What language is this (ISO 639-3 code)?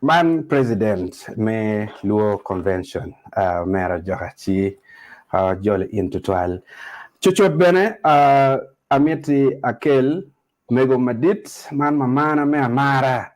ach